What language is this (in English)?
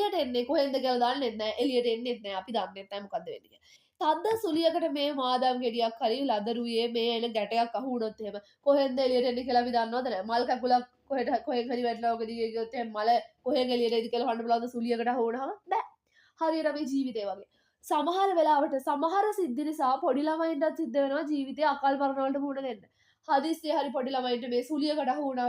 Sinhala